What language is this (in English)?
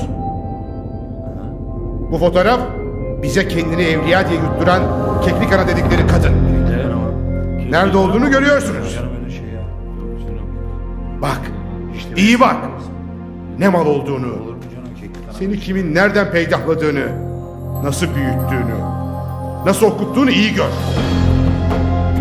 Turkish